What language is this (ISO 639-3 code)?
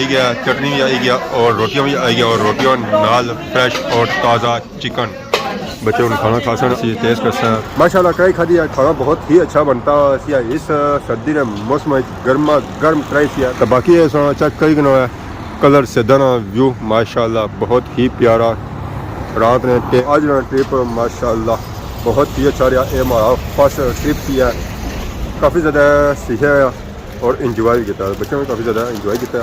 phr